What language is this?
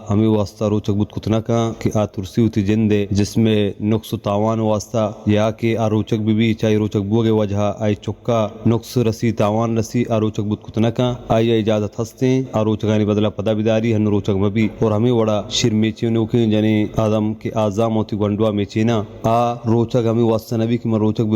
Baluchi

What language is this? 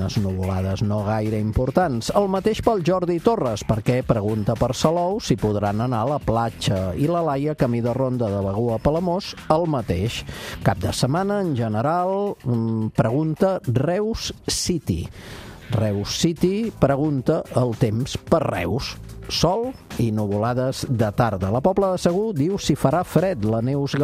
Catalan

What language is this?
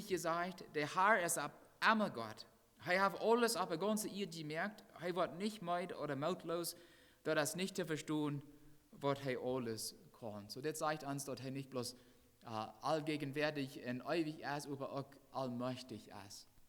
Plautdietsch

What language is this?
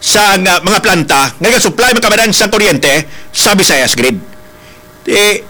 Hiligaynon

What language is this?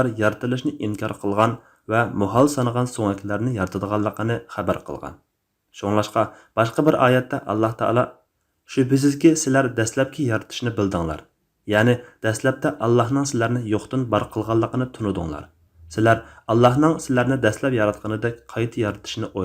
Uyghur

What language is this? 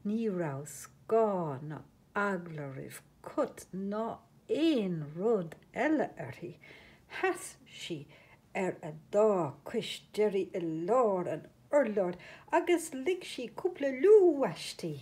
Irish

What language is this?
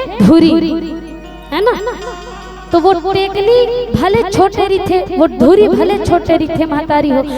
Chhattisgarhi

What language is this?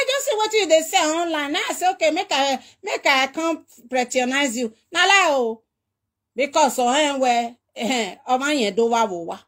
Nigerian Pidgin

